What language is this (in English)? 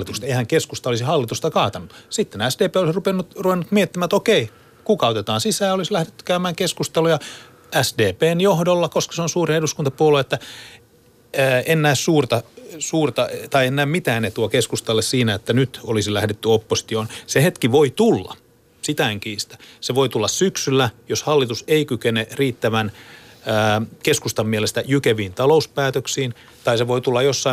Finnish